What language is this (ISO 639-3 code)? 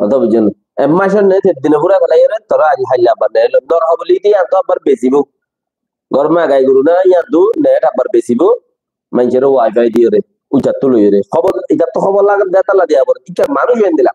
rhg